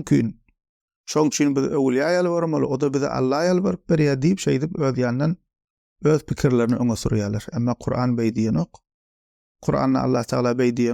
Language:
Turkmen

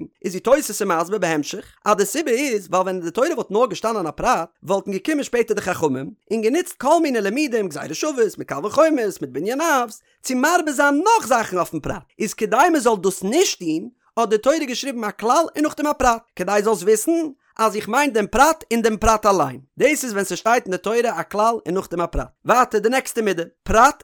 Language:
Yiddish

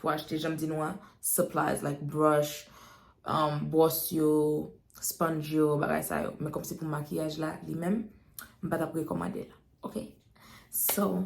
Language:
Haitian Creole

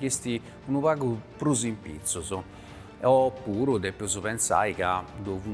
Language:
Sardinian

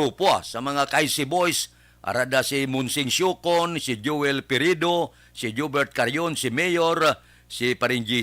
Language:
Hiligaynon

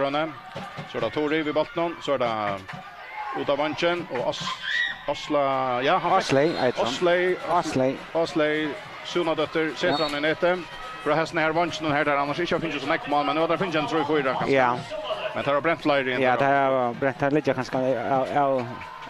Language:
Faroese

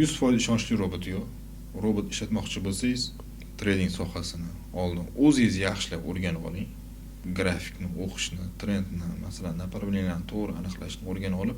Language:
Uzbek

